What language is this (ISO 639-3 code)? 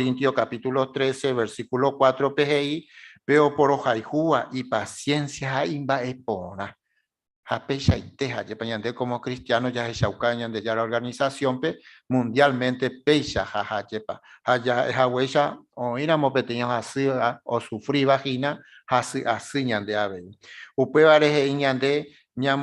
grn